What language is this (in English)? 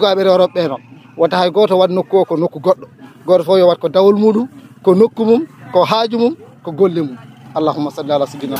Fula